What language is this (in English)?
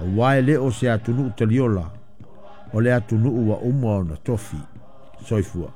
Samoan